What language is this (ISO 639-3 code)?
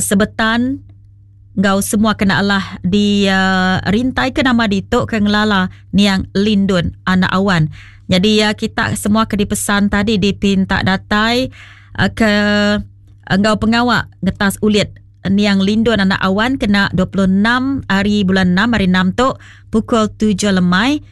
iba